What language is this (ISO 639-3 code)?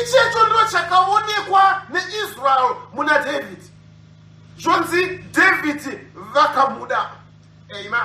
sna